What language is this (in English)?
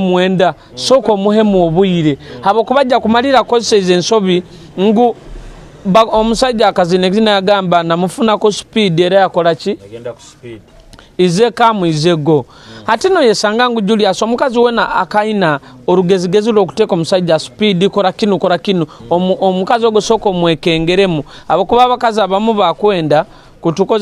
Nyoro